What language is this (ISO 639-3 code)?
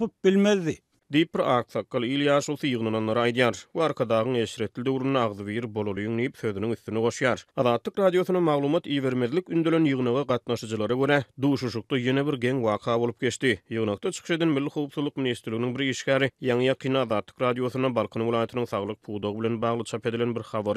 tuk